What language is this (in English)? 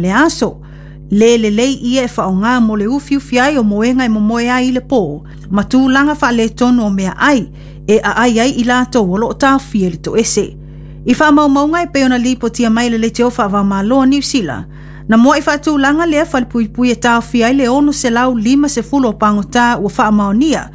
Samoan